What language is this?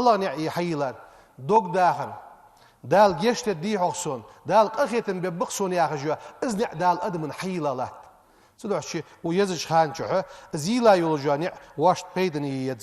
Ingush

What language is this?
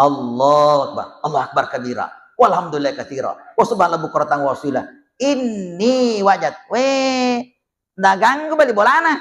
Buginese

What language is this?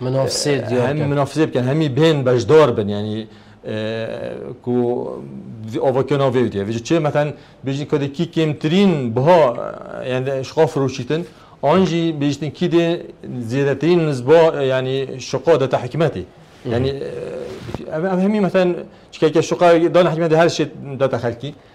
Kurdish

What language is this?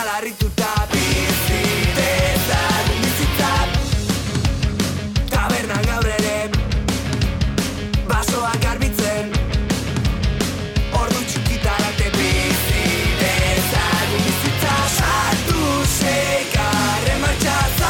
Basque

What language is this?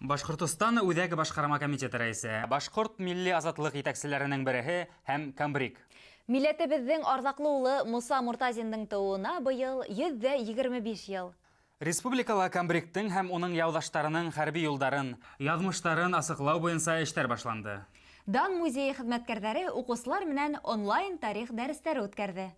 Bashkir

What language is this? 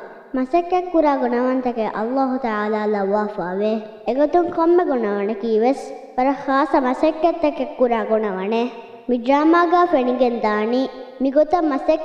Divehi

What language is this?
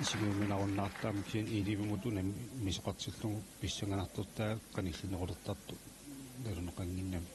Kalaallisut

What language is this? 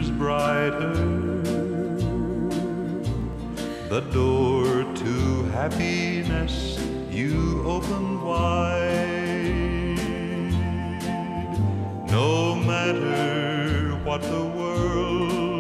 English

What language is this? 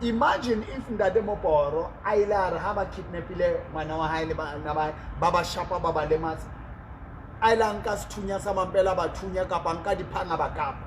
Southern Sotho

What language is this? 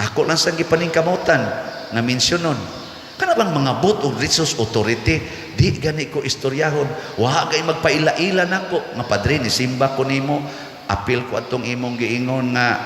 Cebuano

